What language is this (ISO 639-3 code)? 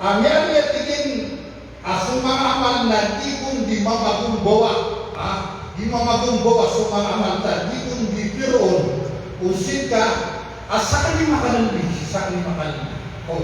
mrw